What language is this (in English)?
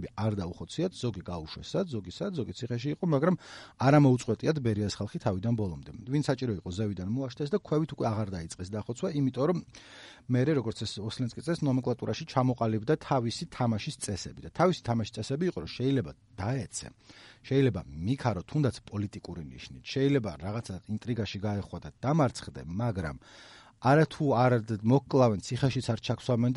Georgian